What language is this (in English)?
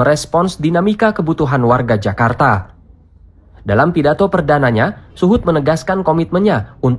Indonesian